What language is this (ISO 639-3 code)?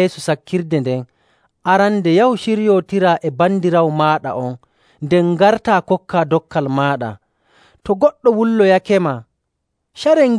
fuv